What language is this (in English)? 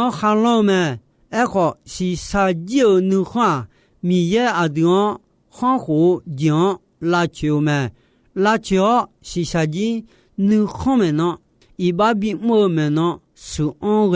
Akha